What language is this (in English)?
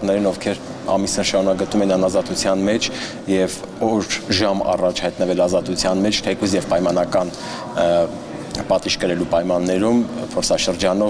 Armenian